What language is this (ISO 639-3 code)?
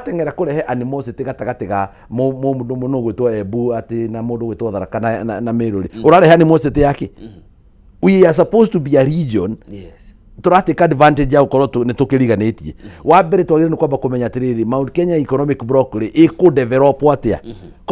kik